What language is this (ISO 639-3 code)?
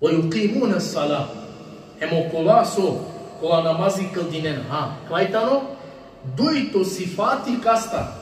rmn